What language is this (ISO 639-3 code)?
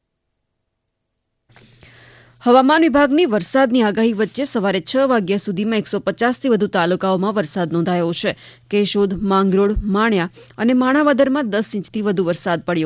guj